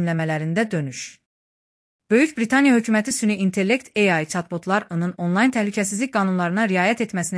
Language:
Azerbaijani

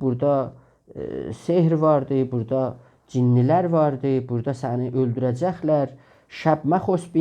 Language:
South Azerbaijani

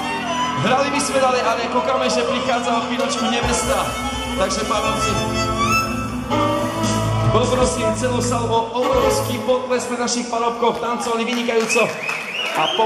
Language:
Slovak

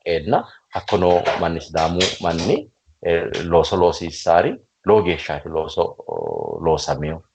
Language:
Sidamo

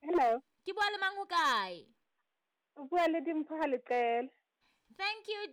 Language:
Southern Sotho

